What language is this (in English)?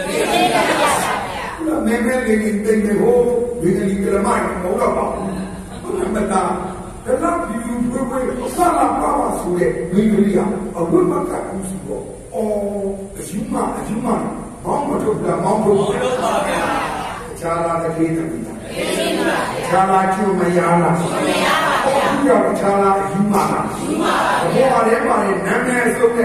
Burmese